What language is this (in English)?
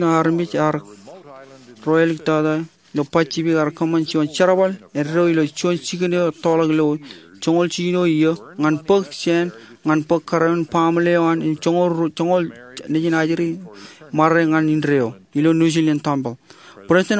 Marshallese